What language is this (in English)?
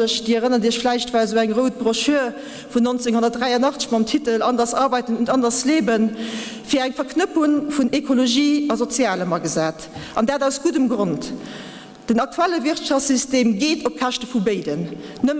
Luxembourgish